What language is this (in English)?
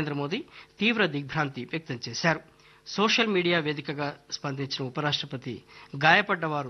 Telugu